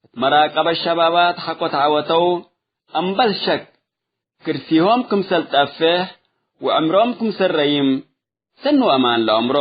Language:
Tigre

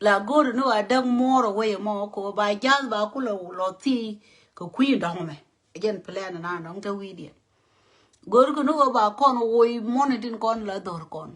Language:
Nuer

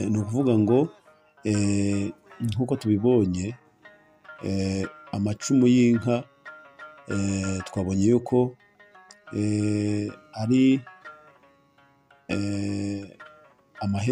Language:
Kinyarwanda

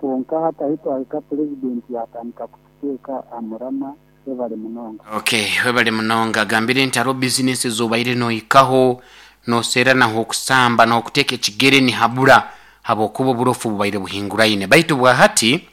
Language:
Nyoro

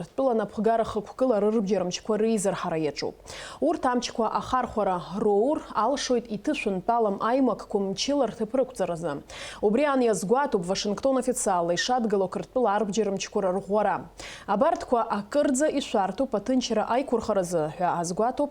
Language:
Abkhazian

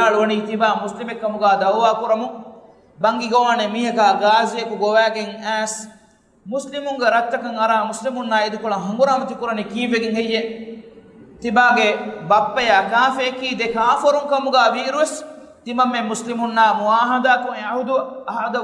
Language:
Divehi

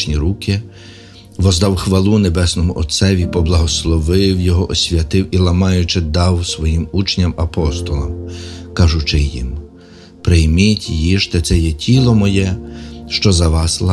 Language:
Ukrainian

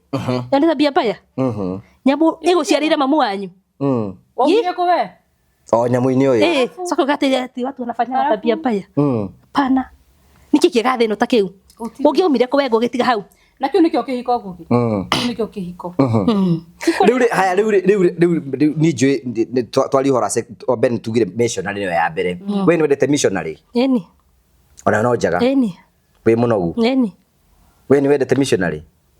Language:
Kikuyu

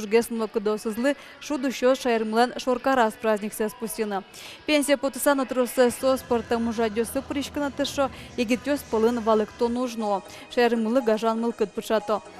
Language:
Udmurt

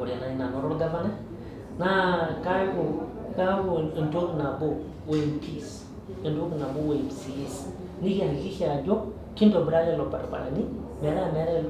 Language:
Masai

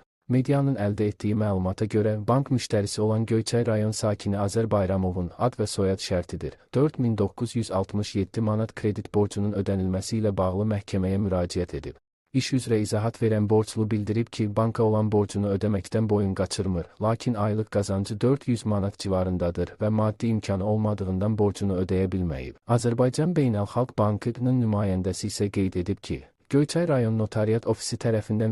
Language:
Azerbaijani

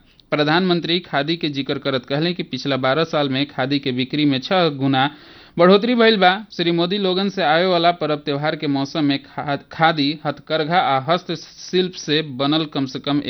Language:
Bhojpuri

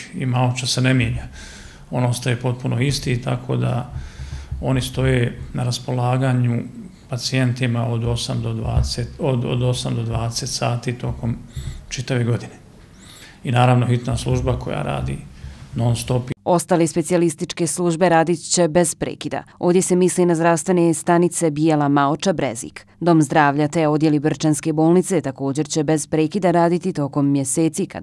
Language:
Bosnian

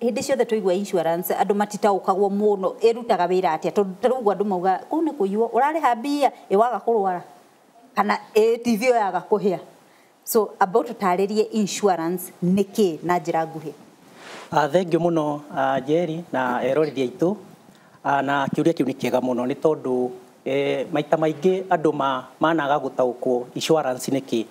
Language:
Kikuyu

